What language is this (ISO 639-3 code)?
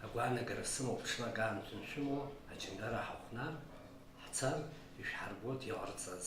abk